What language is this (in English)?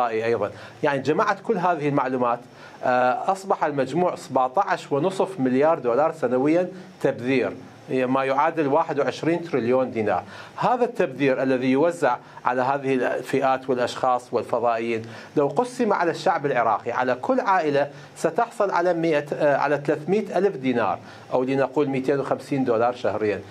Mesopotamian Arabic